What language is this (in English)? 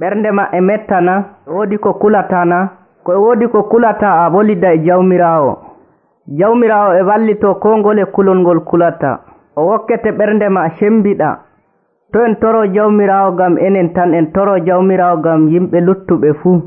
Nigerian Fulfulde